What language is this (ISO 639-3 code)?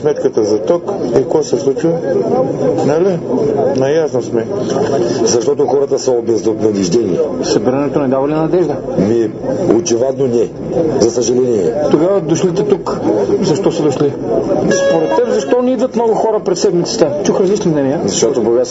bul